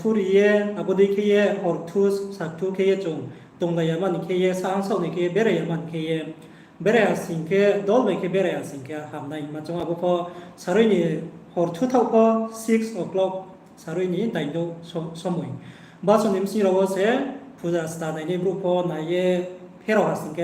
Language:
Riang (India)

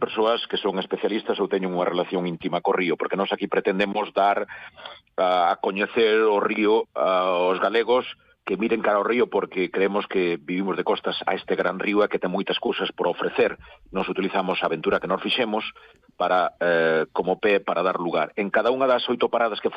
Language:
Galician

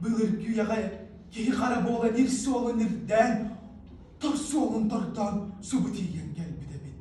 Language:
Yakut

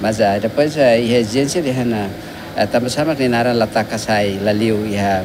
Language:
Tetum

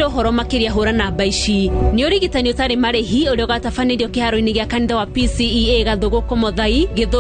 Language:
Kikuyu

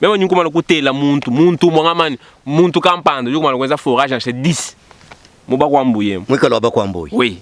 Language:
Luba-Lulua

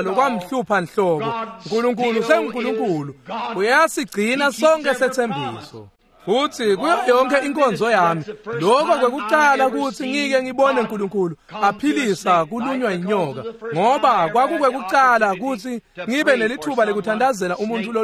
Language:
Swati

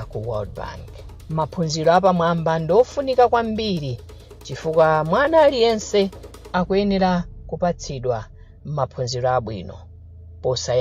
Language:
Nyanja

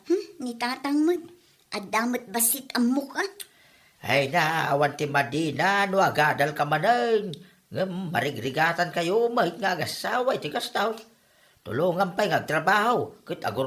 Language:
Iloko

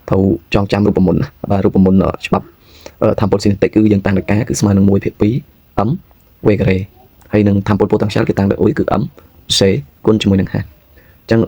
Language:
Khmer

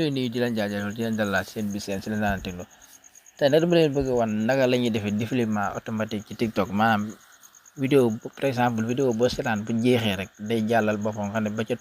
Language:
Wolof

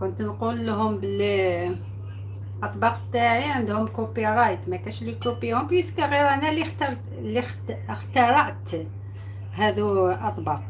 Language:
Algerian Arabic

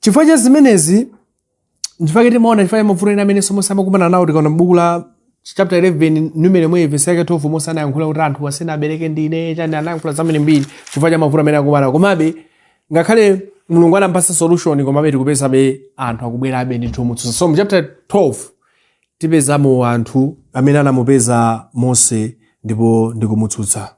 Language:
Nyanja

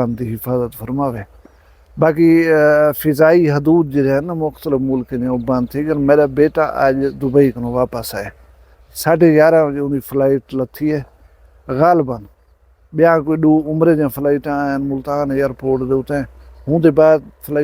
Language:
Saraiki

